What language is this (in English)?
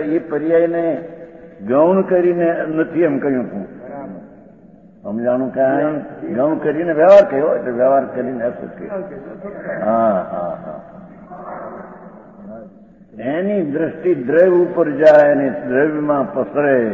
Gujarati